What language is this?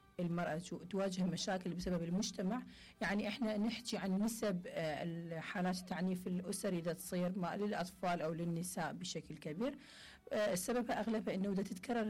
Mesopotamian Arabic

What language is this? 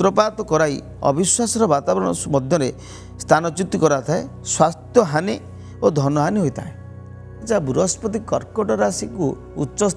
Odia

